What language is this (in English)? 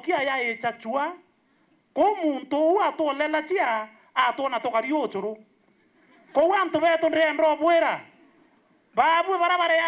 Meru